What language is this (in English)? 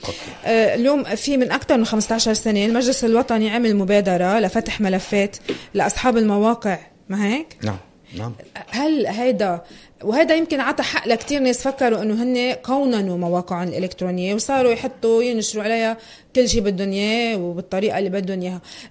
North Levantine Arabic